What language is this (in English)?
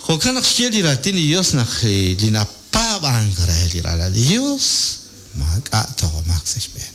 Kekchí